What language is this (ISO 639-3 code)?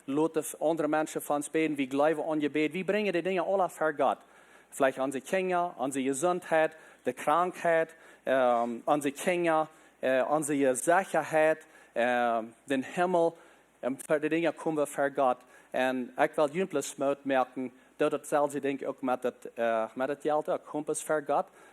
pdt